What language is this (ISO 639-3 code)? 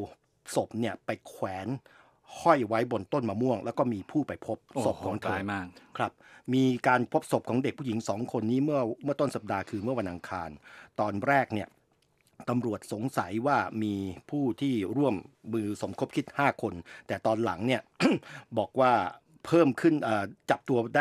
tha